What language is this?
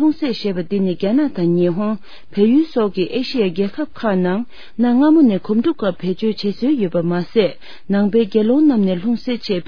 Tibetan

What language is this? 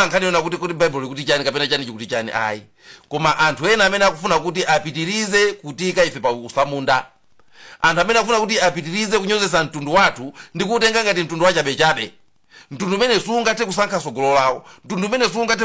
Nyanja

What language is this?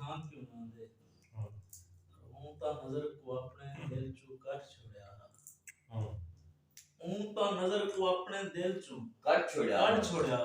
Saraiki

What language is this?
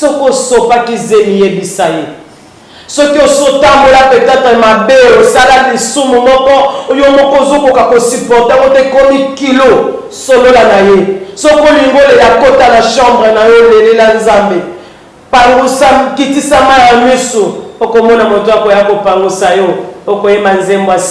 Lingala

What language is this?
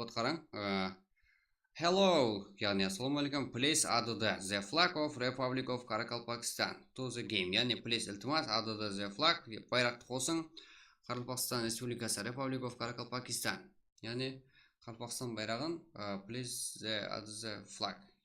Kara-Kalpak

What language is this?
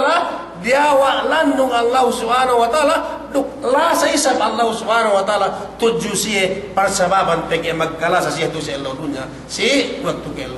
Yakan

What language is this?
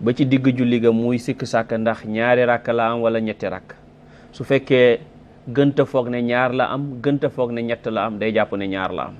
Wolof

